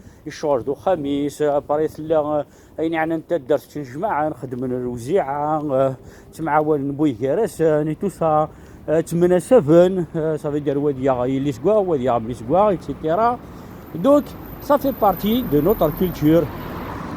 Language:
Kabyle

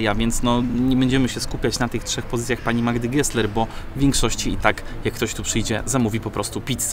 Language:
Polish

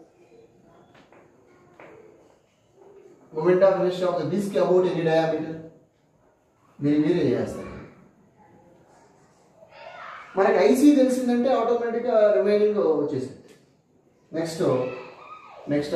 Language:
Telugu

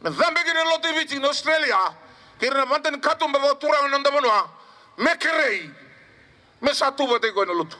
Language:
Fijian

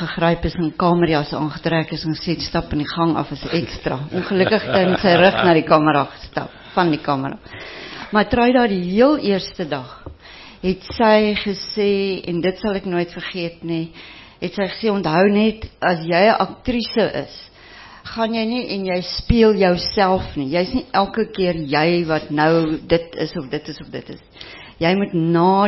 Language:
Afrikaans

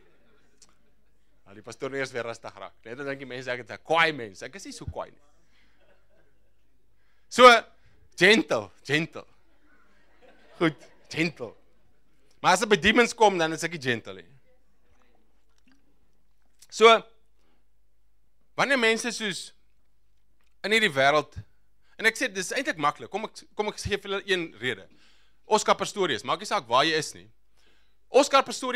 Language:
Afrikaans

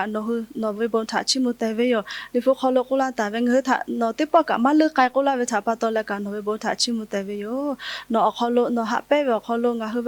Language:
Lahu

